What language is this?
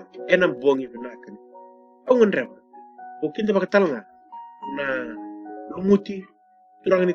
Fijian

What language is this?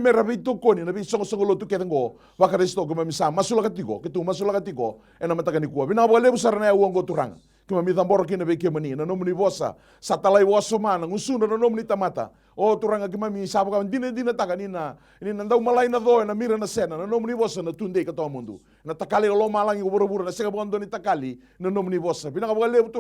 Fijian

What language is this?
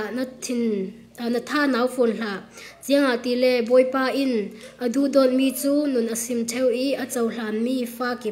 Falam Chin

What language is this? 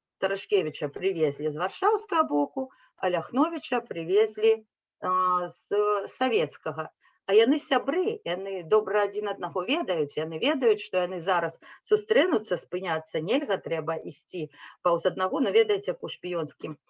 Belarusian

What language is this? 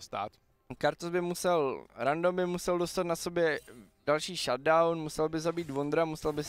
Czech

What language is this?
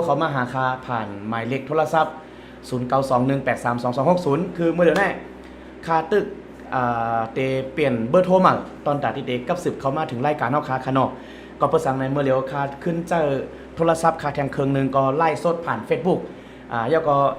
Shan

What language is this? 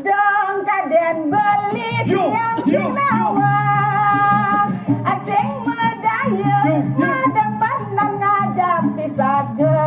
Balinese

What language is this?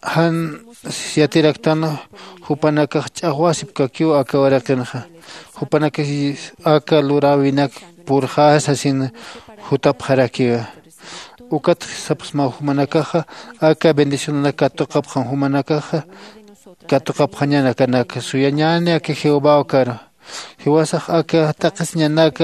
Aymara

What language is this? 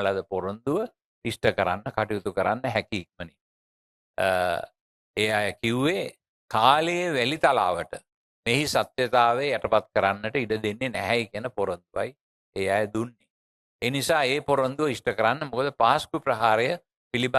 Sinhala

